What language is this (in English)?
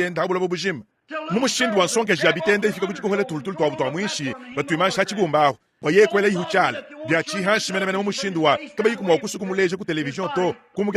Luba-Lulua